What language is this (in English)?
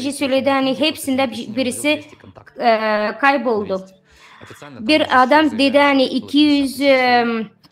Gagauz